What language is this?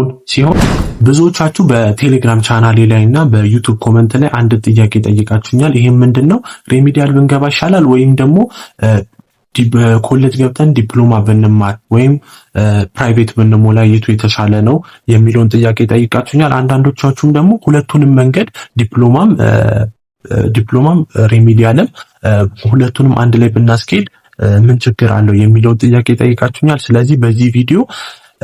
Amharic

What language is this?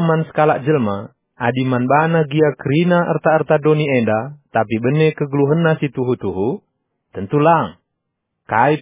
Batak Karo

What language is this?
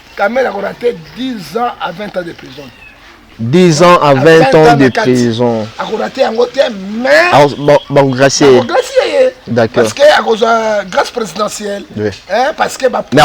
Lingala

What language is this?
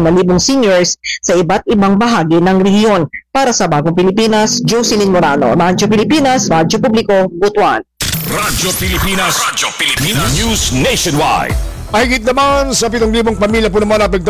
Filipino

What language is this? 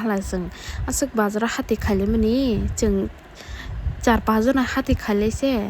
Kok Borok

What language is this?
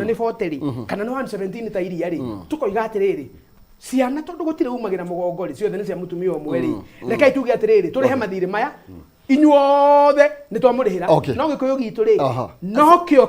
Kikuyu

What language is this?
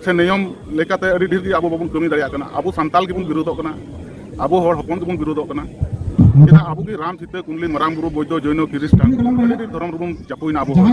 Santali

